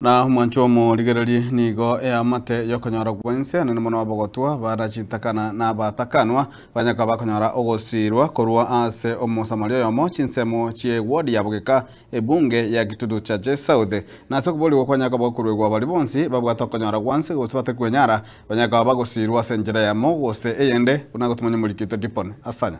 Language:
Gusii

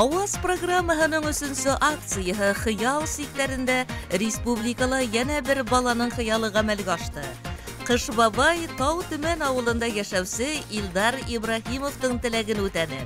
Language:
Bashkir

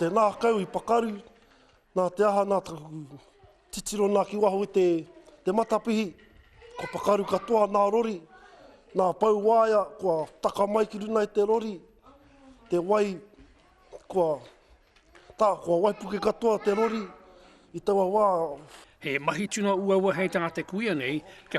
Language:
Māori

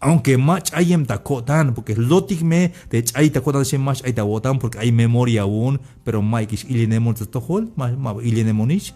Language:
Tzeltal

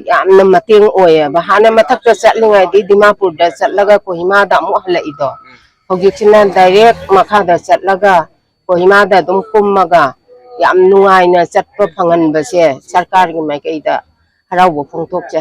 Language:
Manipuri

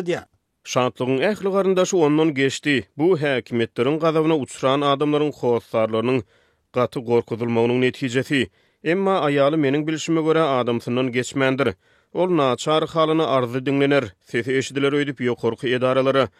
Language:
Turkmen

